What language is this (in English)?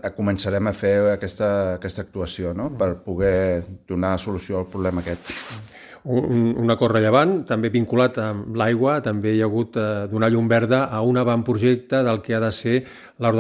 Catalan